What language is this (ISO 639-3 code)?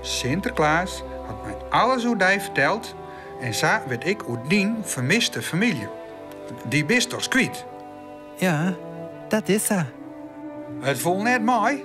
fry